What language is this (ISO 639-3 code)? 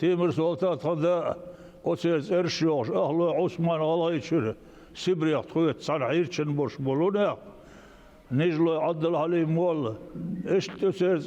che